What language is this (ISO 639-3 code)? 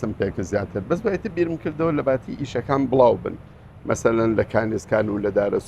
ckb